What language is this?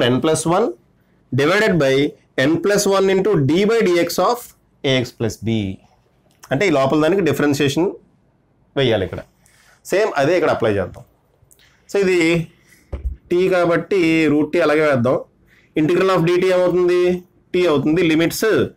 Telugu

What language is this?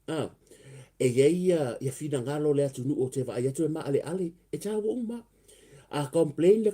Samoan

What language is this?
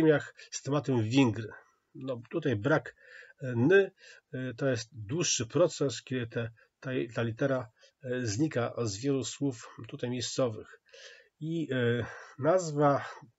Polish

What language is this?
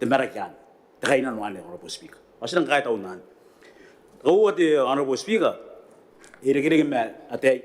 Gilbertese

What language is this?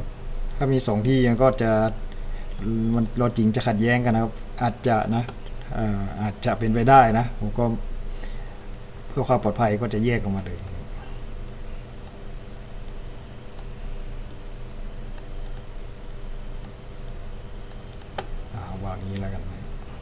Thai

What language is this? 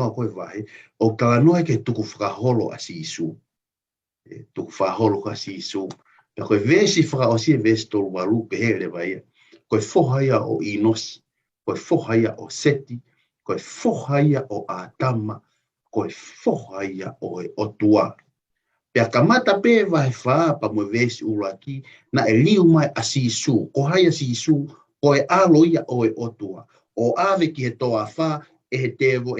Tongan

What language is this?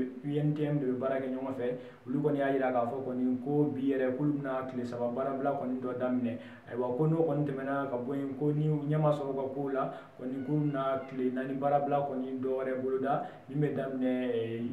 Bambara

